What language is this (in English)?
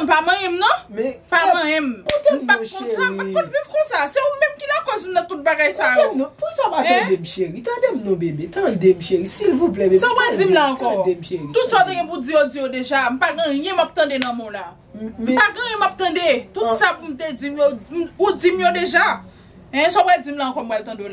Haitian Creole